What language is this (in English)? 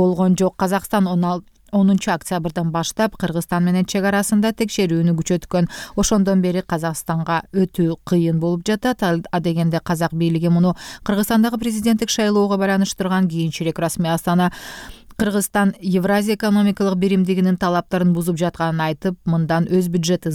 Kyrgyz